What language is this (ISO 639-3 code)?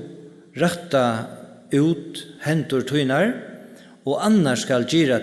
fao